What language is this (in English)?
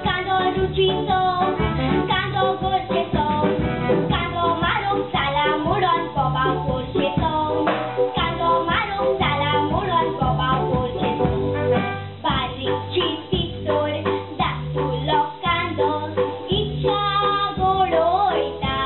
Konkani